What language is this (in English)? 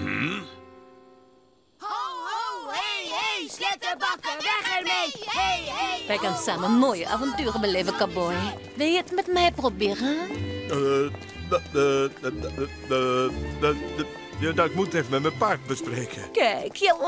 Dutch